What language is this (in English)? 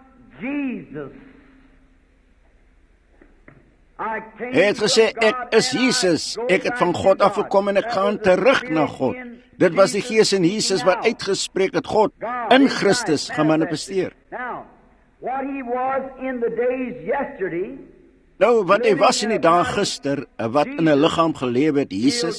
Afrikaans